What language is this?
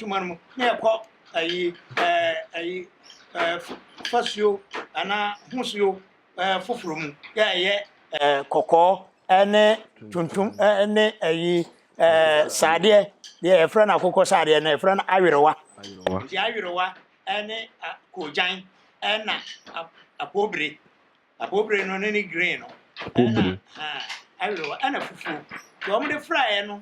Akan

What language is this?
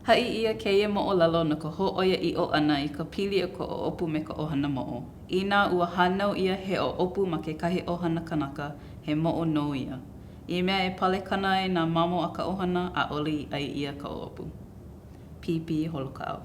Hawaiian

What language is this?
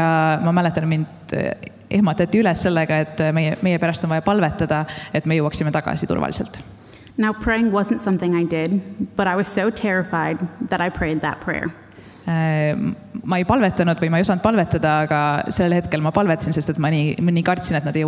Estonian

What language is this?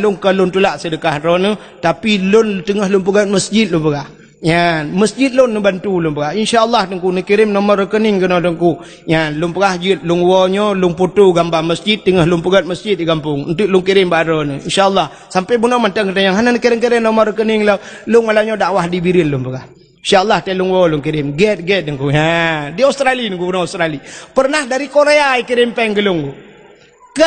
Achinese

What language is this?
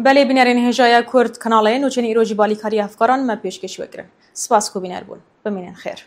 Kurdish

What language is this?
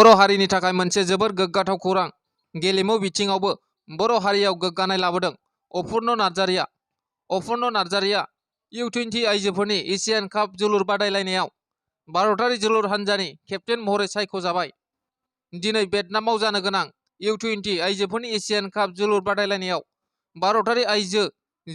Bodo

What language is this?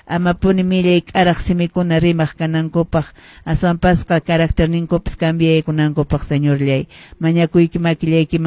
Quechua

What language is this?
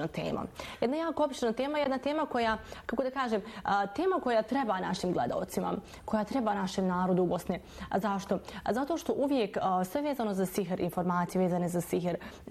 Bosnian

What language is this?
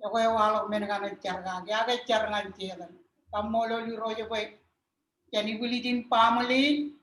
Marshallese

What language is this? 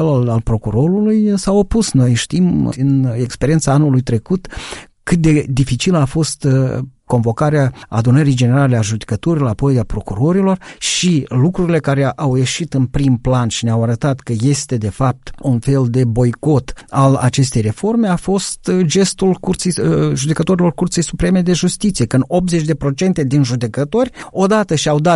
Romanian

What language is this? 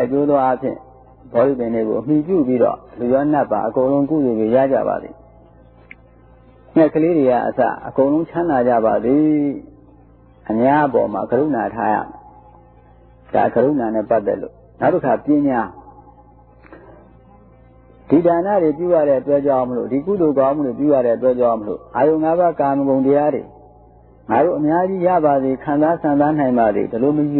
Burmese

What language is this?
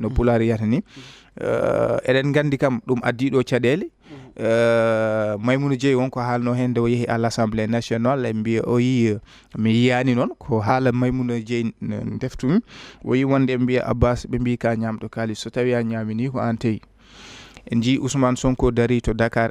Fula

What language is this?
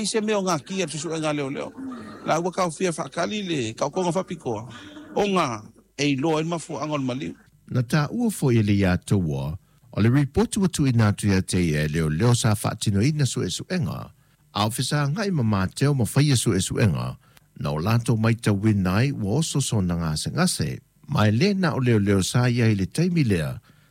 Samoan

